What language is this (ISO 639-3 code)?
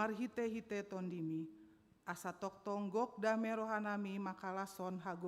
bbc